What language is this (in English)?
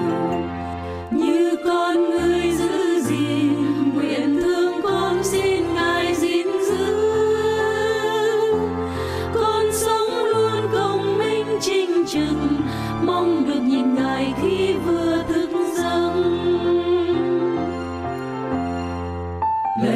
Vietnamese